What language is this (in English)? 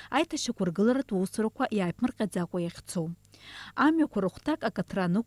Abkhazian